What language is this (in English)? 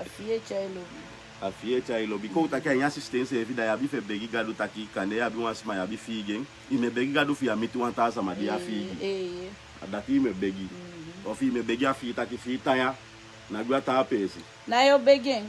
Sranan Tongo